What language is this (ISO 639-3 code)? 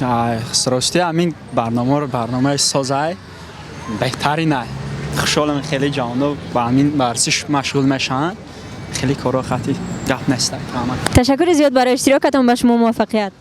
tgk